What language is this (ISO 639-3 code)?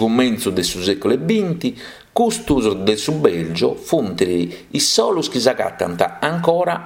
srd